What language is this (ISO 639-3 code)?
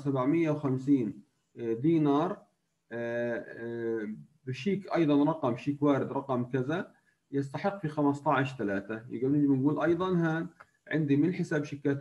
ajp